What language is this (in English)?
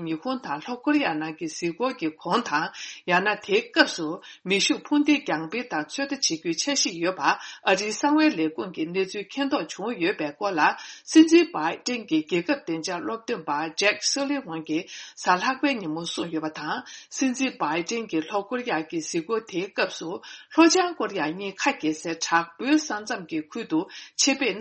Tibetan